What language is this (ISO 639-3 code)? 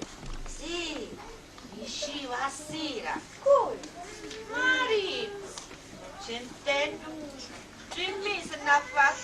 scn